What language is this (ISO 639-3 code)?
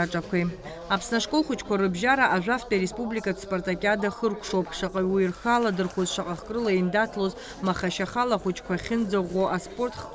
abk